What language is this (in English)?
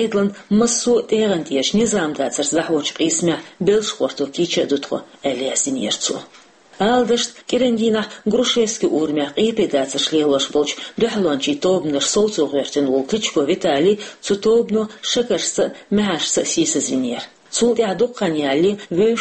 Chechen